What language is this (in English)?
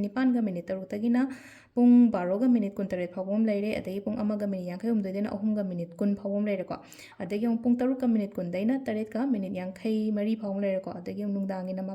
Manipuri